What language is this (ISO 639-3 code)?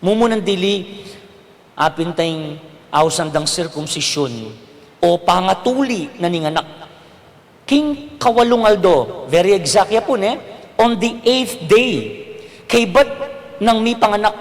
pam